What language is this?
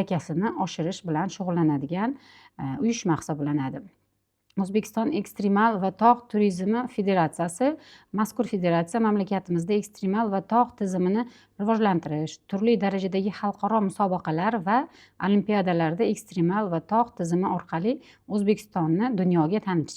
Uzbek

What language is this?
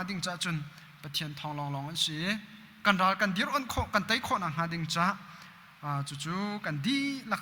Hakha Chin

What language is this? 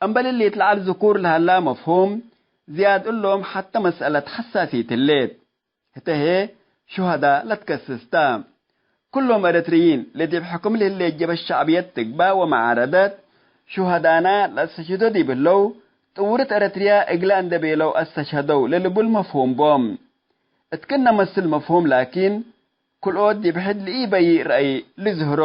Tigre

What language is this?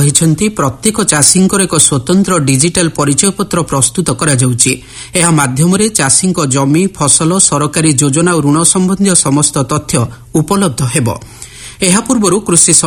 Odia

